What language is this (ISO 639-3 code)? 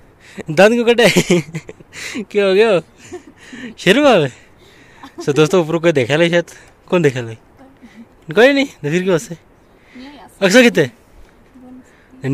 hin